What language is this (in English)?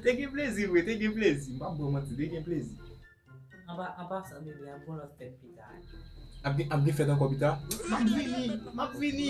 Haitian Creole